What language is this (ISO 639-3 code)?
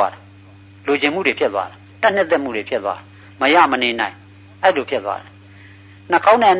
mya